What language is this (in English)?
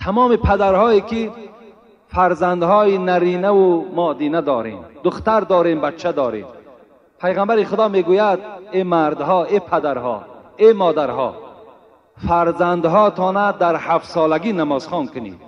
Tajik